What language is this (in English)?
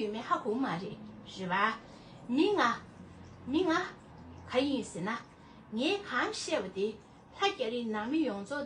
Tibetan